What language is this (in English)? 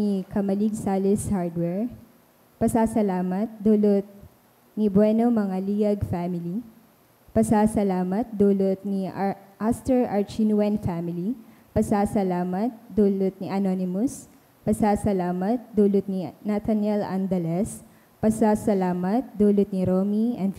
Bikol